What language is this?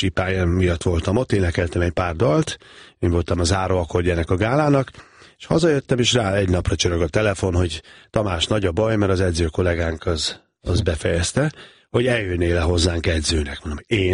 Hungarian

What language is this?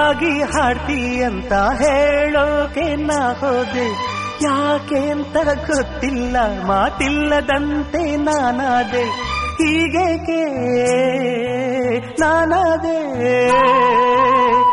Kannada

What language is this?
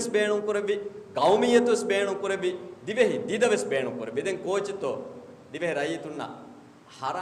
Divehi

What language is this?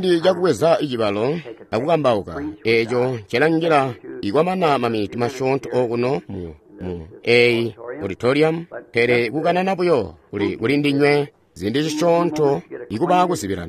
Tonga (Zambia)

